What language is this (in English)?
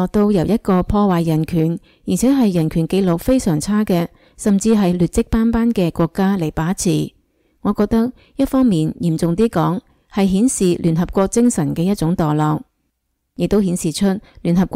Cantonese